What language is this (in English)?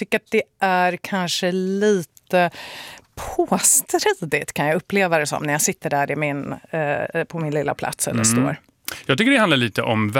Swedish